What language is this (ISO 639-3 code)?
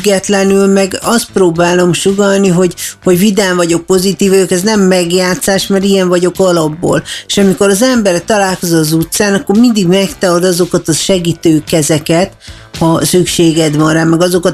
hun